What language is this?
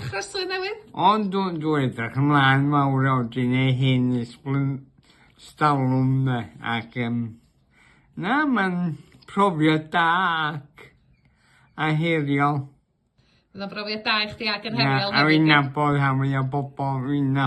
Welsh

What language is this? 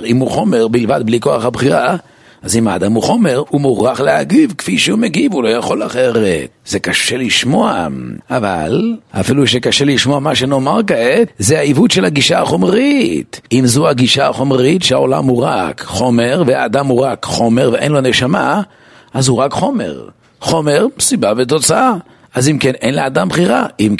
Hebrew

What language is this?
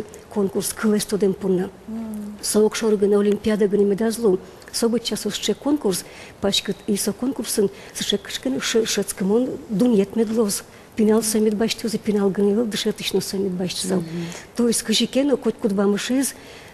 Udmurt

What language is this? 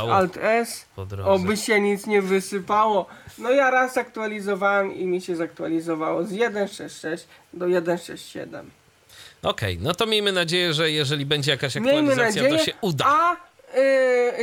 Polish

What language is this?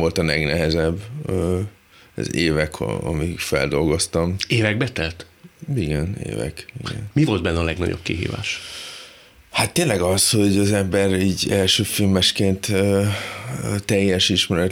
Hungarian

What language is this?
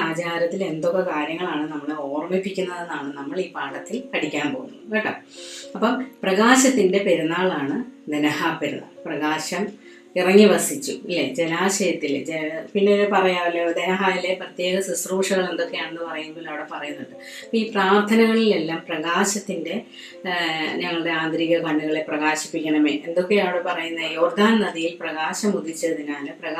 Malayalam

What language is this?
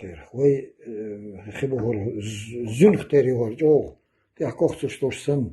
Chechen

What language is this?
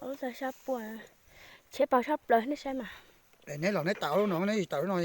Hmong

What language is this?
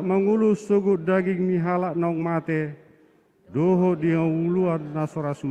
Batak Toba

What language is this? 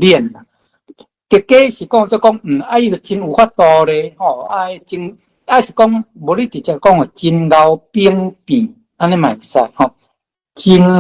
Min Nan Chinese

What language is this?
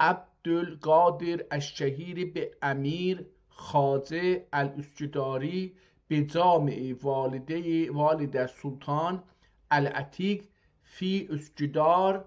South Azerbaijani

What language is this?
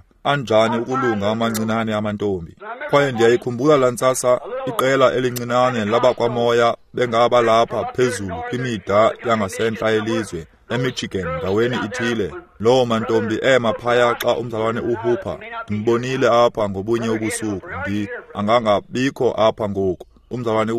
Xhosa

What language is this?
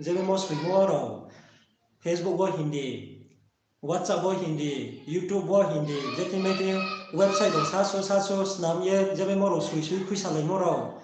Riang (India)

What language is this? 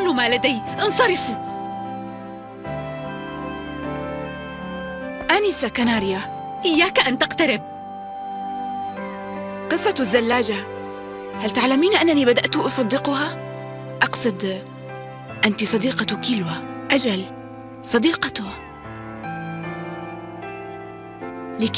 Arabic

